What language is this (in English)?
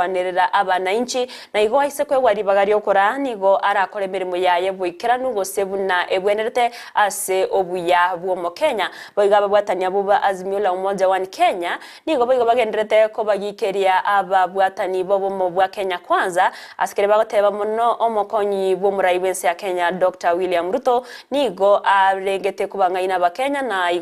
Gusii